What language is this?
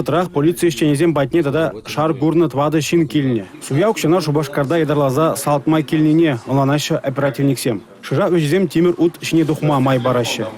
Chuvash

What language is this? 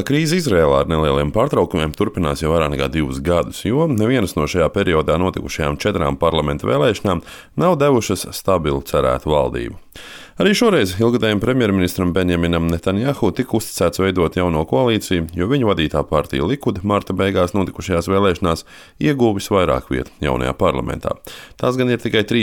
Latvian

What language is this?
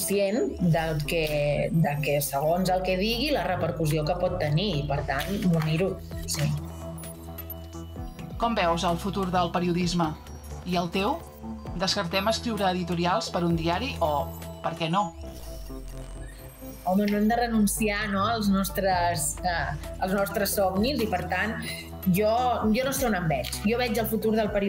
Catalan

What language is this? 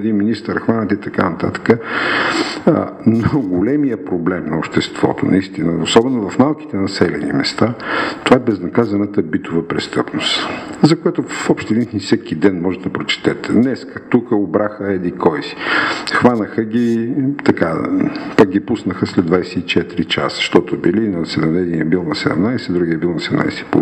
Bulgarian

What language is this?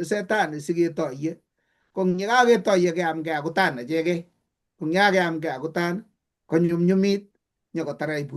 Kalenjin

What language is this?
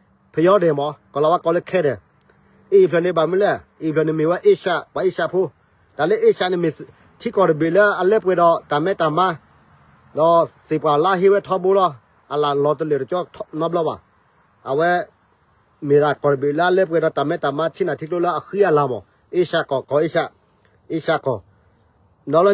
S'gaw Karen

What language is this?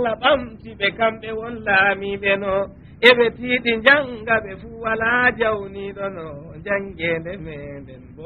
Fula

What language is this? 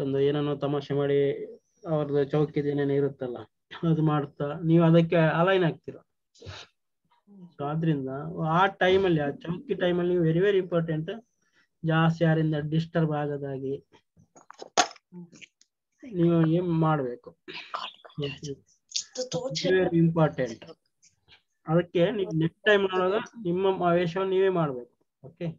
Kannada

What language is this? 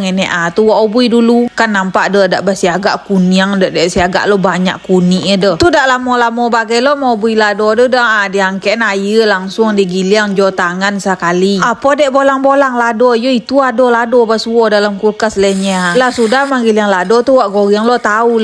Minangkabau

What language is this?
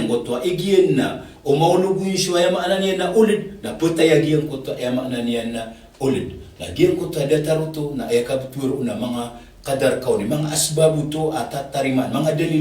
Maranao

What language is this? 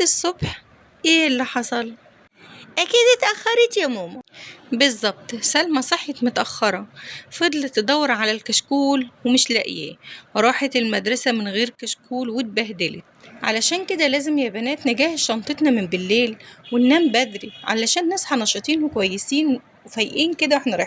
Egyptian Arabic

